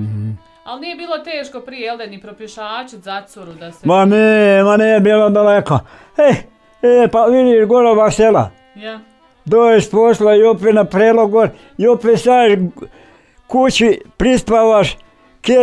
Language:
Bosnian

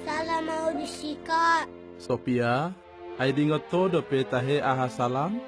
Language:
Batak Toba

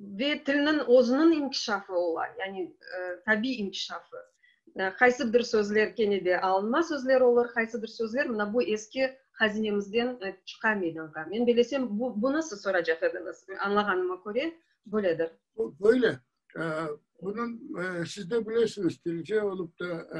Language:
Crimean Tatar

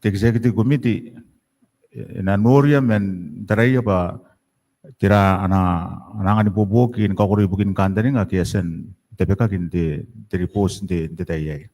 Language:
Gilbertese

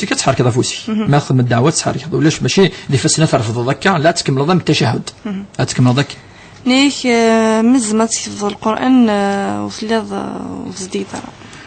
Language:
Kabyle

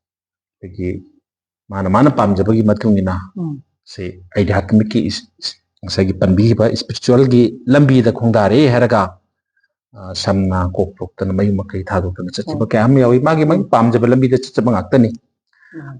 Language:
Manipuri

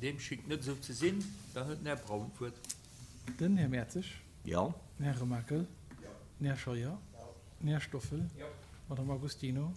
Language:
Luxembourgish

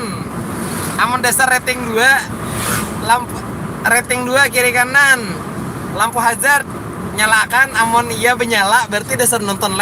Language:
Banjar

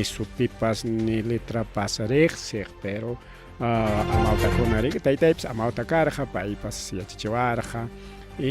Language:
Ayacucho Quechua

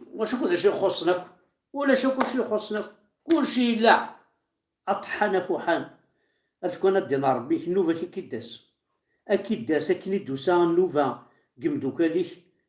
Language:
Kabyle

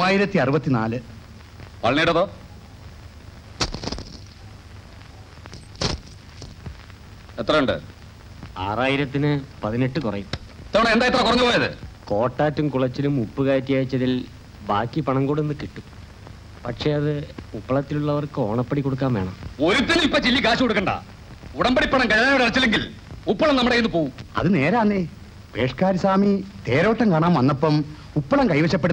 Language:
Malayalam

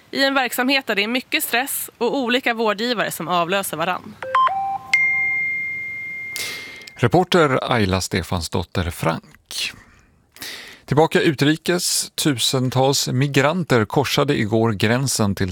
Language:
Swedish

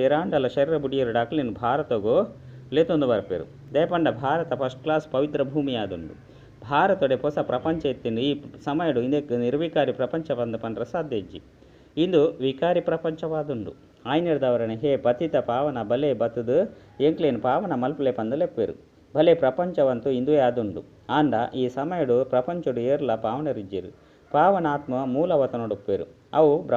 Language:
Tulu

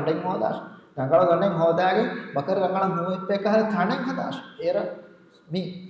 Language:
Divehi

